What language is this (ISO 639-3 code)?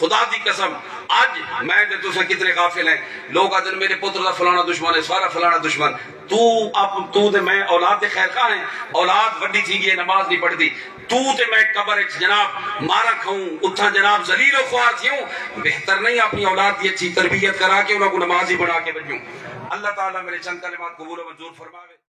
skr